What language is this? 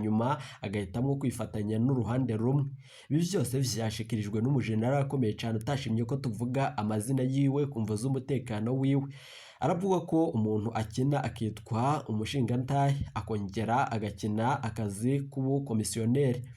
Rundi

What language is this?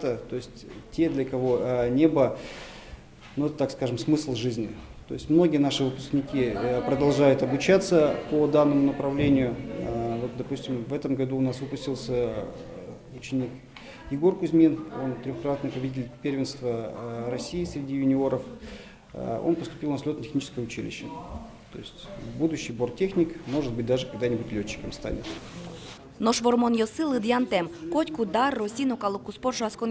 Udmurt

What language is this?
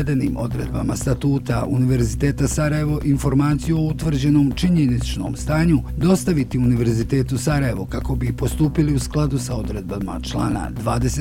Bosnian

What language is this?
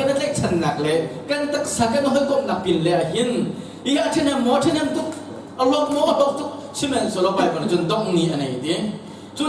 Hakha Chin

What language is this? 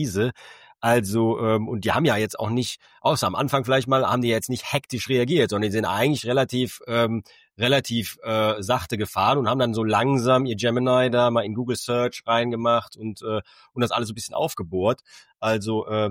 German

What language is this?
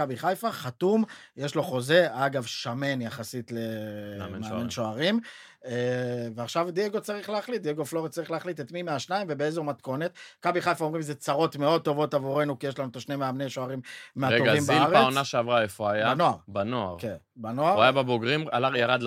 Hebrew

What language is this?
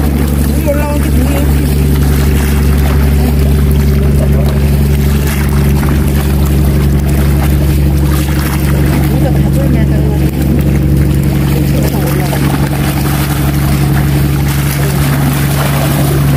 Korean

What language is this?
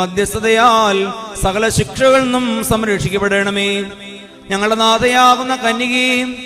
Malayalam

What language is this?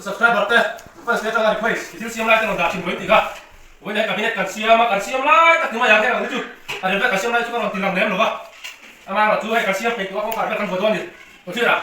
Mizo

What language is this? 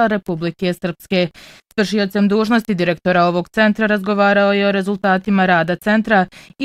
Bosnian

